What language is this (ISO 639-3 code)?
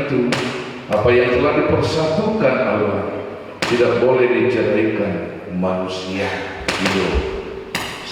bbc